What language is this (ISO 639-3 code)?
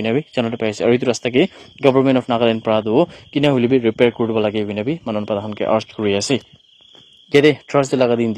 nag